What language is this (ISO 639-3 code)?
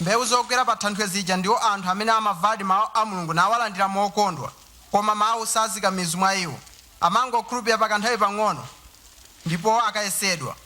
nya